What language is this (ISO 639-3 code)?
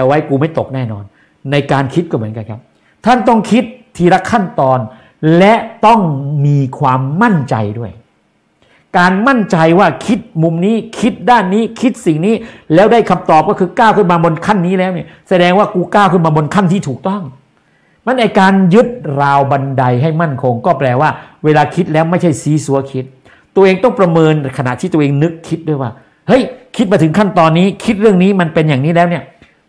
tha